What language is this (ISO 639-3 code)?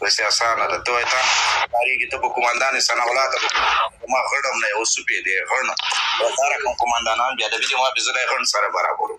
pus